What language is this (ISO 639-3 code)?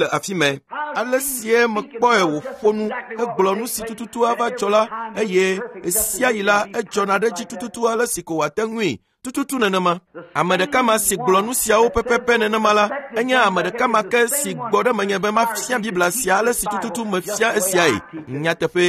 ewe